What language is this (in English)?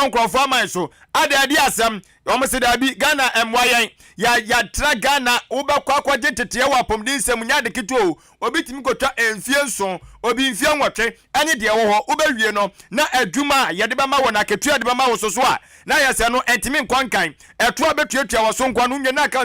Akan